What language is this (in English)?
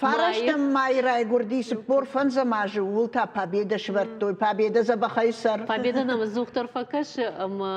Ossetic